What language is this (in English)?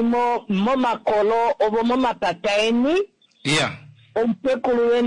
Kuanyama